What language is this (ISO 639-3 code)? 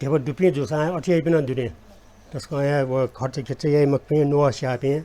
new